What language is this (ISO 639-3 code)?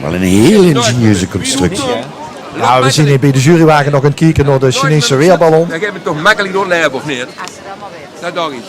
lim